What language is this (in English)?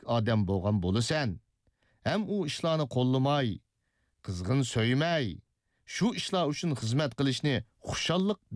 Uyghur